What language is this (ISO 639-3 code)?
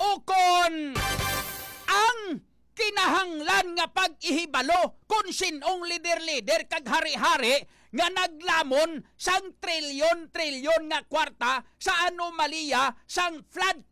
hil